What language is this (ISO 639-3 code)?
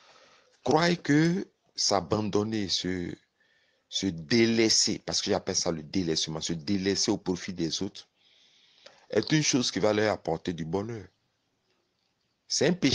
fra